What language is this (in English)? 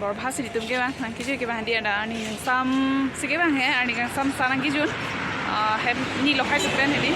Karbi